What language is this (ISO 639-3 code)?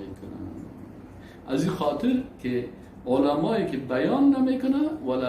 fas